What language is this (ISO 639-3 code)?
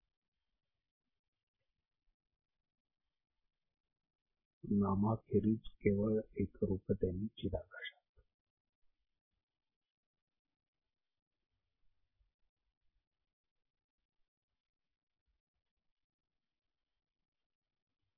mar